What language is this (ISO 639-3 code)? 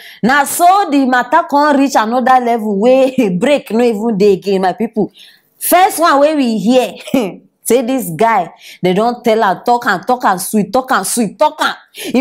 pcm